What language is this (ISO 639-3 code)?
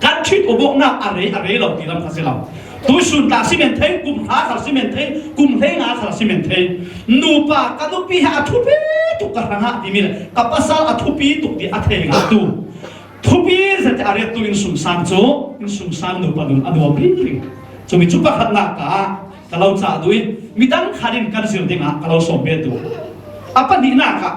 cfm